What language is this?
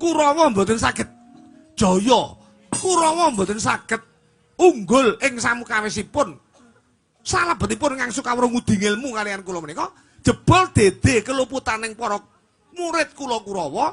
Javanese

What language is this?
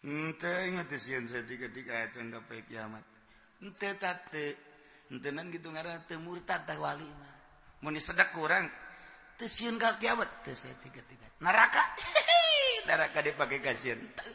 Sundanese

